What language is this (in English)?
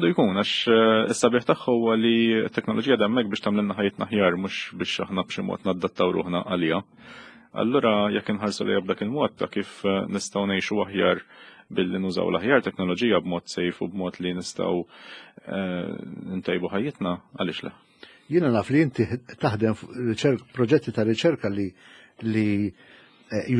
Maltese